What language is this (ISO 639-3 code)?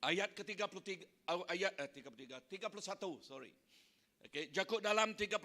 iba